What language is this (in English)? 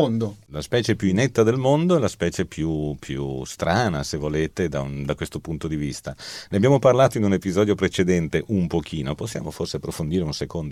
Italian